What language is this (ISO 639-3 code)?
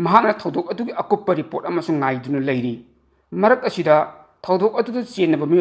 mni